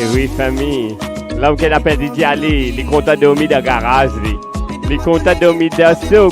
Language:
Morisyen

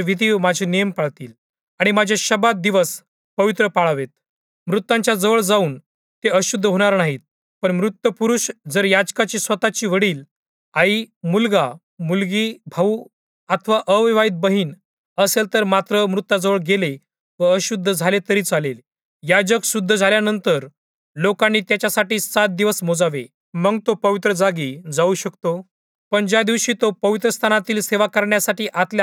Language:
Marathi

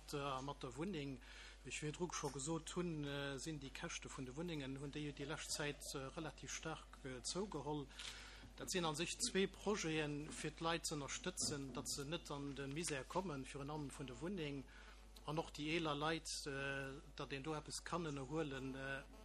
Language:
Luxembourgish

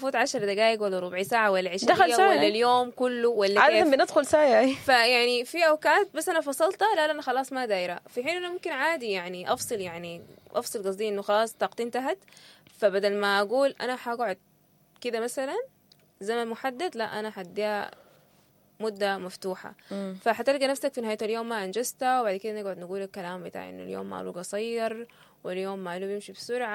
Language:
Sudanese Arabic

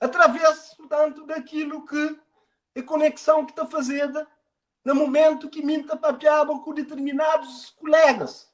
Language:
Kabuverdianu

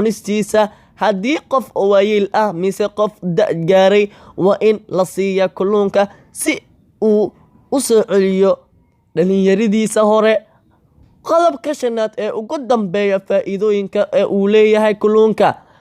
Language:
Somali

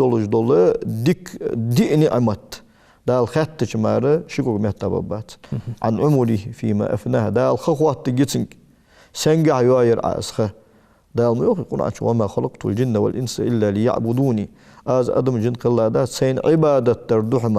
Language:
Ingush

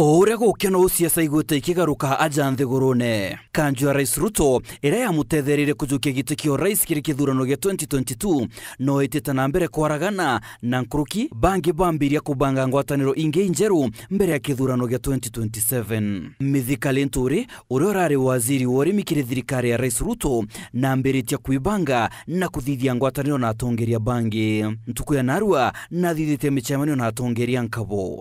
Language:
Meru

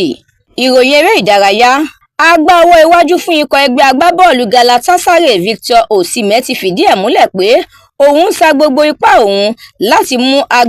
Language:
Yoruba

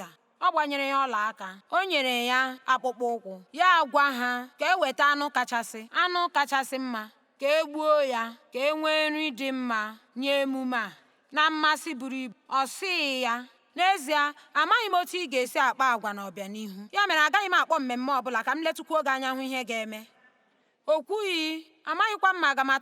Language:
Igbo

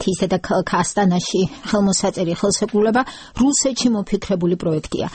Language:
Georgian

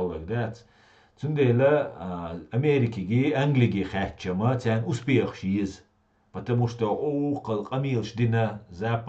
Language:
Chechen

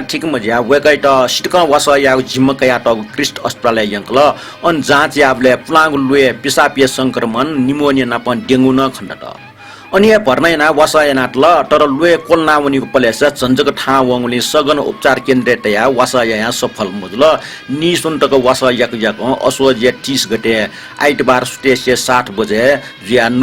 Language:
Newari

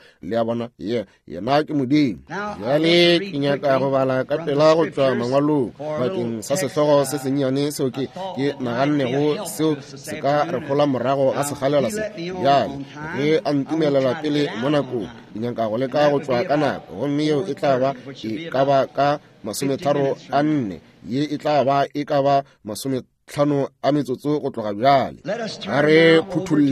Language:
Northern Sotho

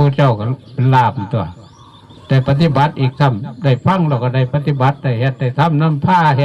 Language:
Northeastern Thai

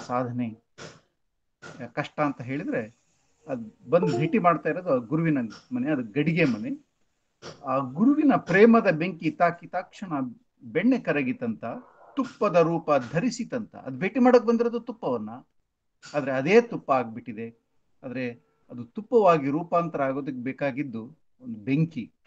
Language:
Kannada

